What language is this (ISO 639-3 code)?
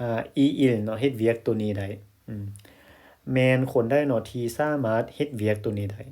lao